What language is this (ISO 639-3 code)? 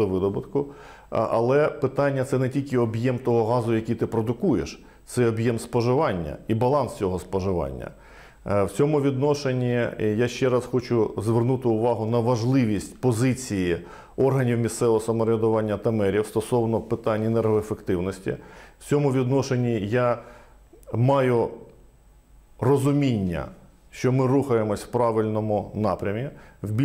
ukr